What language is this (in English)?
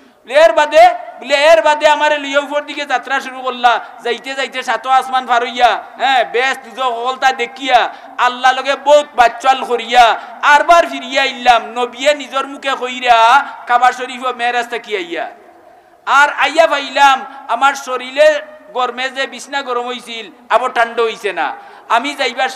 Sylheti